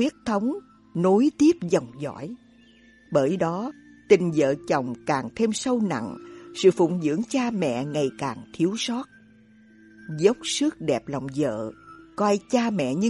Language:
Vietnamese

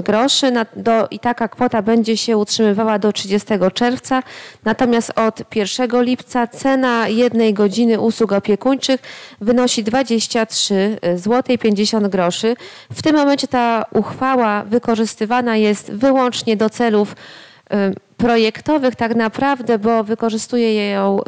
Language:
Polish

